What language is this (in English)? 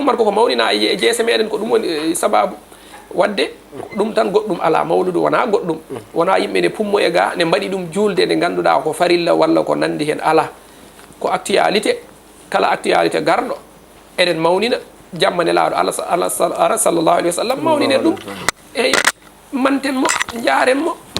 Fula